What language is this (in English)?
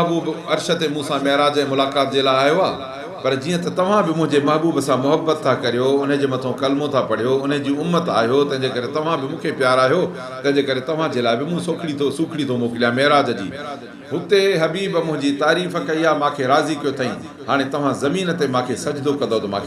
Sindhi